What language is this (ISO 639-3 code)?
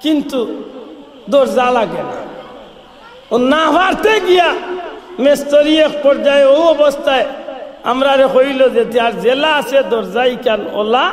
syl